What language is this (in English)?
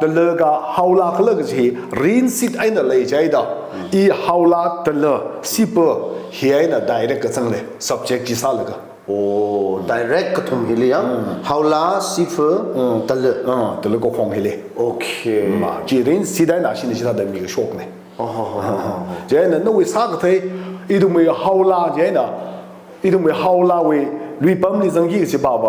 Tangkhul Naga (India)